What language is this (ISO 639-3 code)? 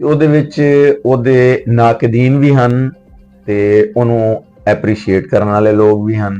lah